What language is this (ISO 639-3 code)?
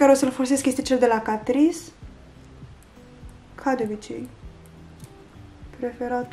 ron